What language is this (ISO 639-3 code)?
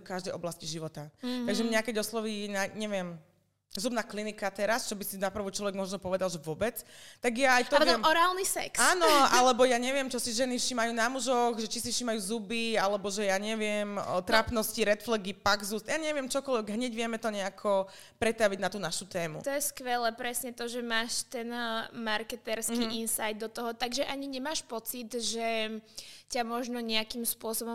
slk